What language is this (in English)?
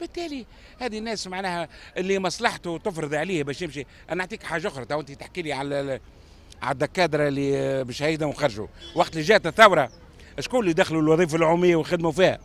Tunisian Arabic